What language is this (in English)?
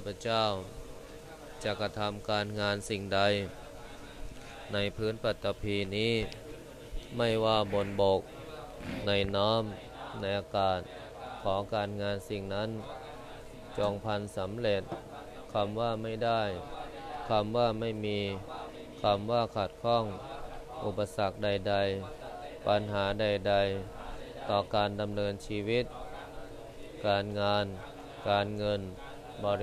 Thai